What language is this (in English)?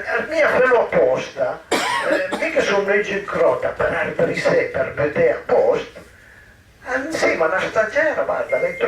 Piedmontese